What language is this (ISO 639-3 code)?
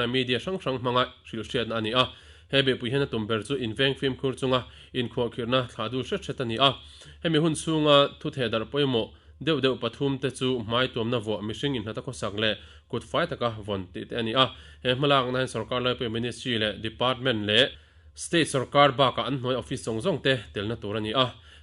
lus